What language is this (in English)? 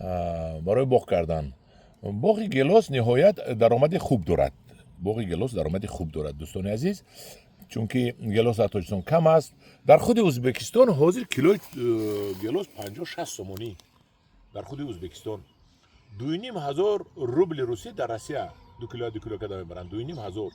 Tajik